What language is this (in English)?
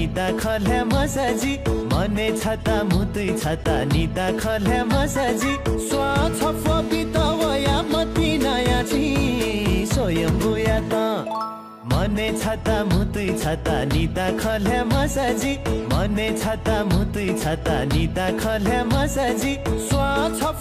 Newari